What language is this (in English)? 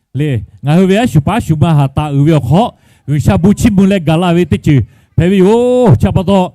Lahu